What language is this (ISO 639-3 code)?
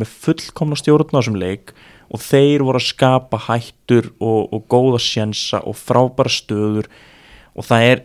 isl